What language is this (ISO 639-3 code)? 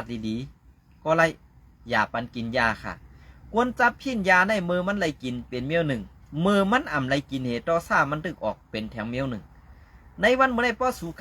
shn